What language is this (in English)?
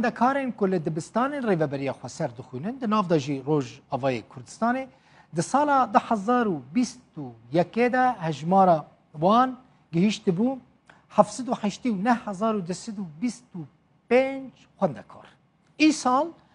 Kurdish